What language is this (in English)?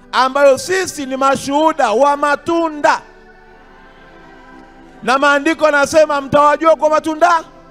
Swahili